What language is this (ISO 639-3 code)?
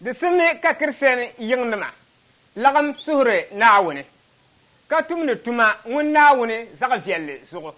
dag